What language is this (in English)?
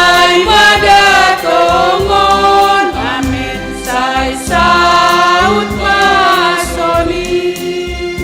Batak Simalungun